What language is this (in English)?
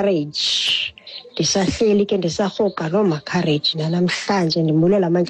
Xhosa